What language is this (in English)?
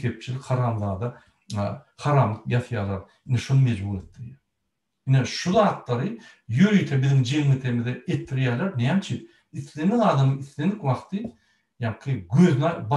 Turkmen